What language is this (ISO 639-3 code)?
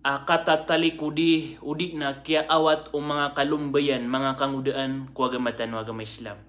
mrw